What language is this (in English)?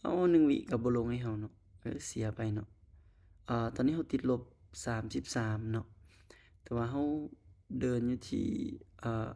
Lao